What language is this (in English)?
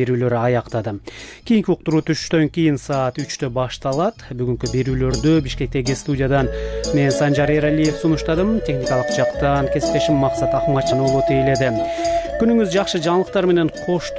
Kyrgyz